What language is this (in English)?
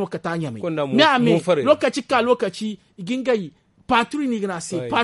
Zarma